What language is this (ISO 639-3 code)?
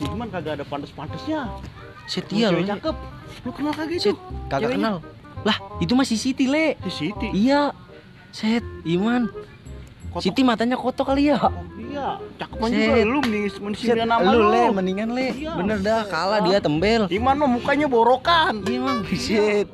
bew